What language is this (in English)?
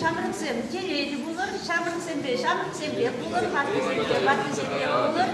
Chuvash